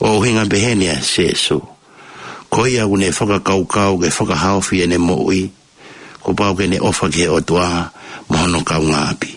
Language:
Tongan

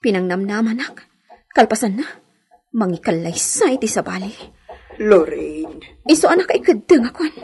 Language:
Iloko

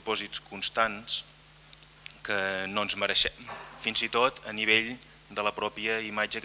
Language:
Catalan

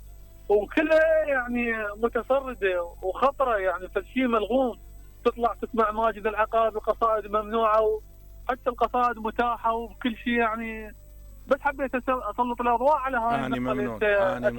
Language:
Mesopotamian Arabic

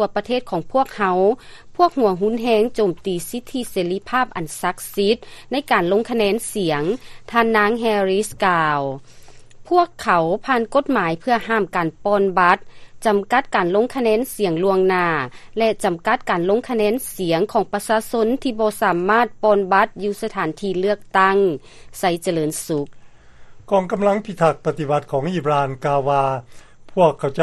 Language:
Lao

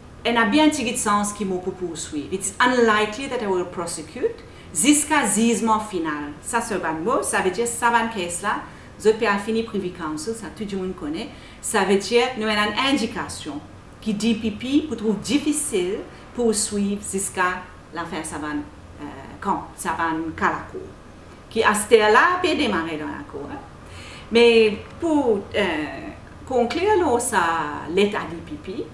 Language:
Morisyen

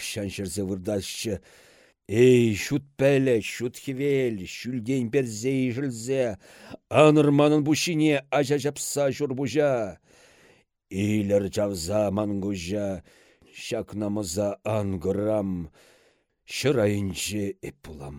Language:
Chuvash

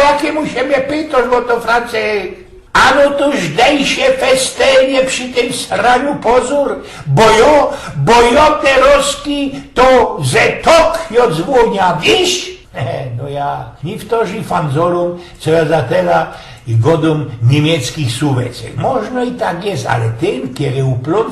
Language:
Silesian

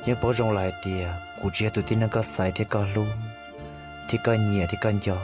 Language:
Hmong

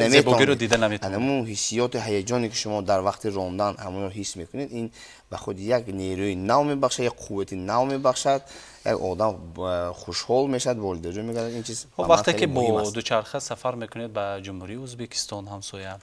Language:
Tajik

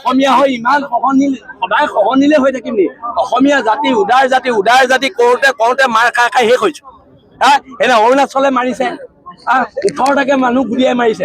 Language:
Assamese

